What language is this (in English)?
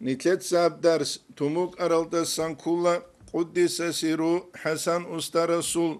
Avaric